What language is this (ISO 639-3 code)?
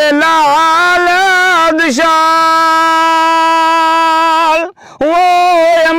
skr